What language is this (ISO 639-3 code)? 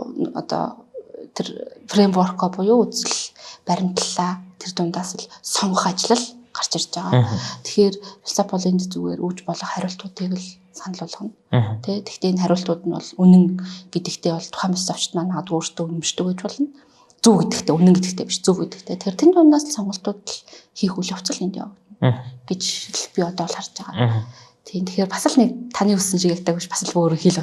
mon